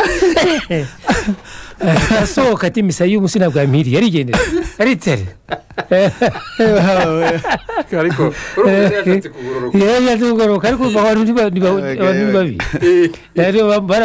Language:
Kinyarwanda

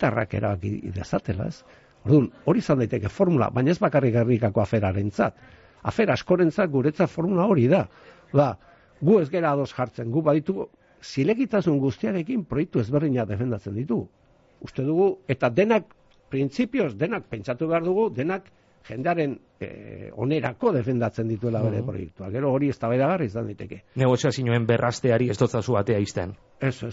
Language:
Basque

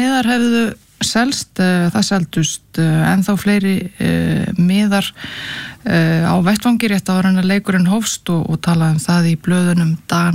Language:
Icelandic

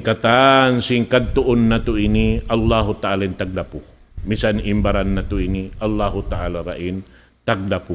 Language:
Tausug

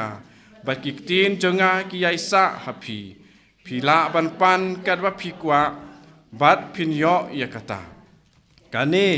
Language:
Khasi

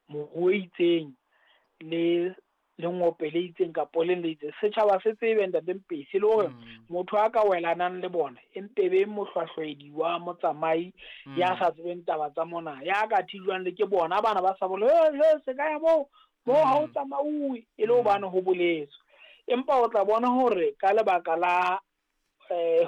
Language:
Southern Sotho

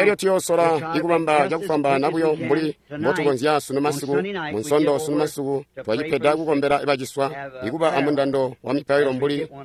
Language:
Tonga (Zambia)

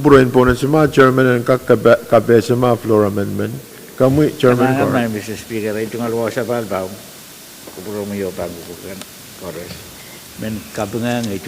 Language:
Pohnpeian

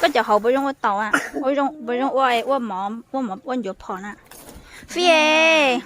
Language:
Hmong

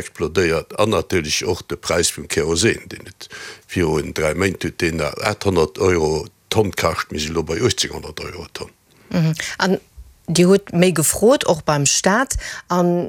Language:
Luxembourgish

